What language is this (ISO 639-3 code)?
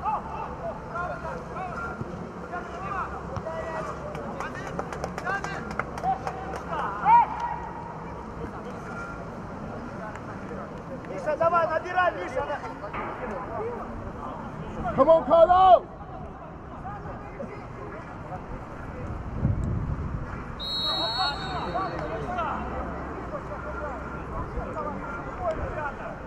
rus